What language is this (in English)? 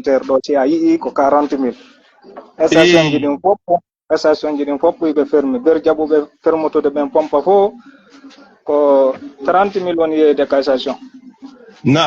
Fula